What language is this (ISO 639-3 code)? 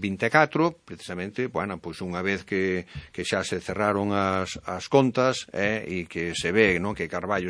glg